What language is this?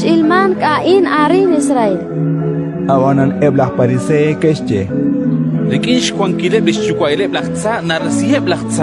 Kekchí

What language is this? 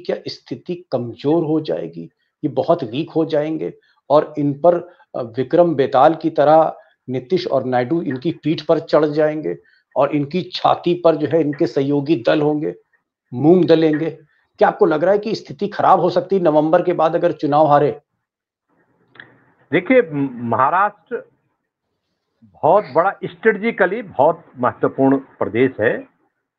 Hindi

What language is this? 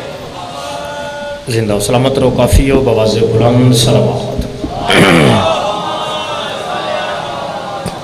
Urdu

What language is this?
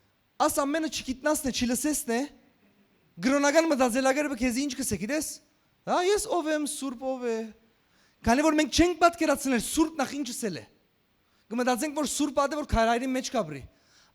Western Armenian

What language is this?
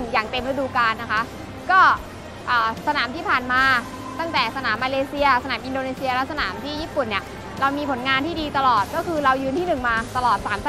Thai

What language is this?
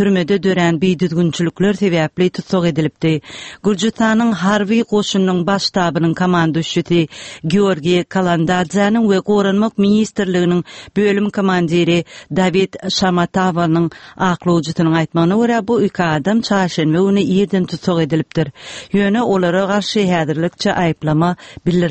Turkmen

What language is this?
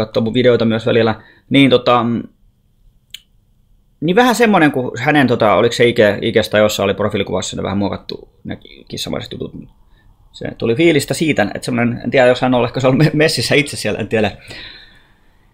Finnish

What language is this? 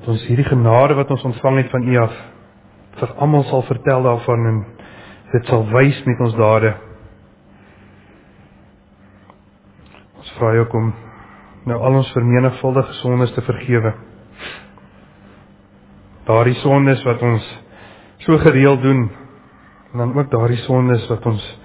Afrikaans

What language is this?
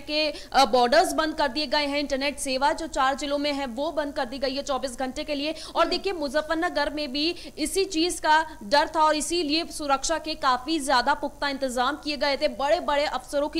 Hindi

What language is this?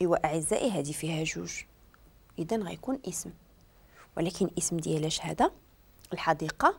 Moroccan Arabic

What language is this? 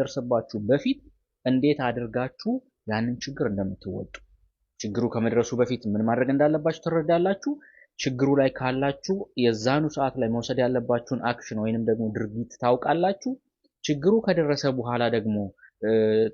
Amharic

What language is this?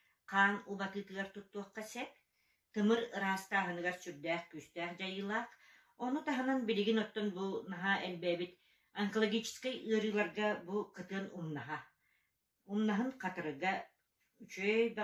Yakut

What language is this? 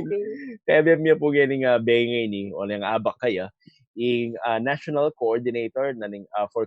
Pampanga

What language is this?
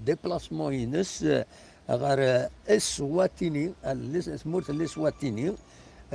Kabyle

